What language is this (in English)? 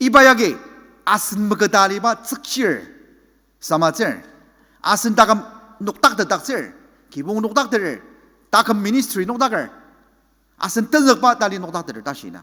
Ao Naga